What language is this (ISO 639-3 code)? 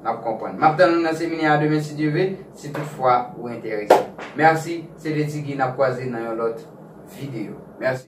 hat